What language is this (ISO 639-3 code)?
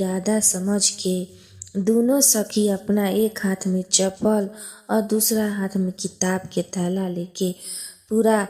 bho